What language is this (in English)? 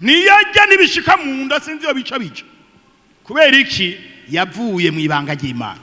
Rundi